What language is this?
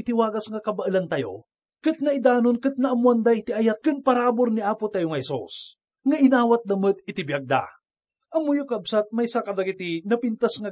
Iloko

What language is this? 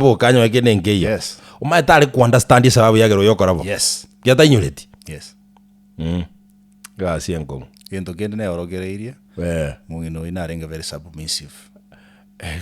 Gusii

